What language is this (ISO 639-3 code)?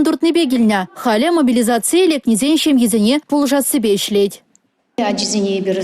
chv